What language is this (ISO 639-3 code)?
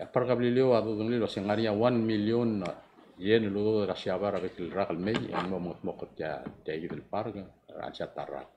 pau